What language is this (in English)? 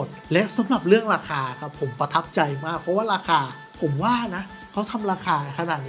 Thai